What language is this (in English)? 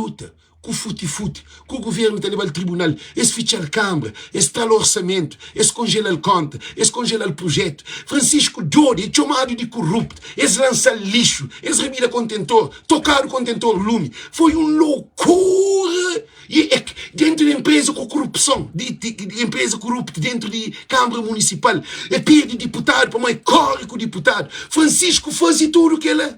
Kabuverdianu